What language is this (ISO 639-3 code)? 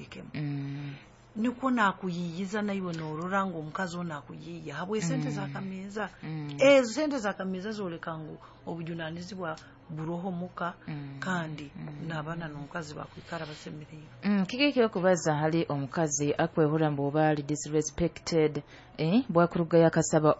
nyo